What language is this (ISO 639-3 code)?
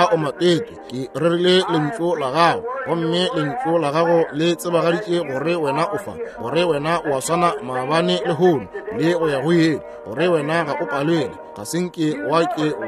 nso